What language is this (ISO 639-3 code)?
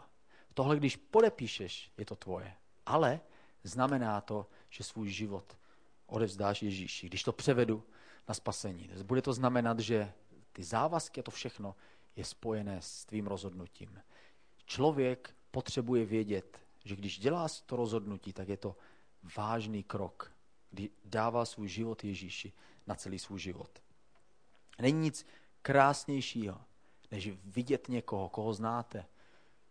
ces